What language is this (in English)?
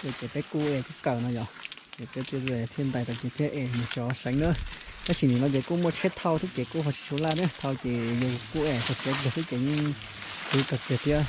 Hmong